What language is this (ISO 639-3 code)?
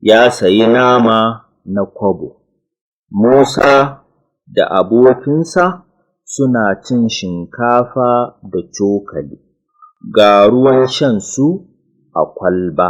hau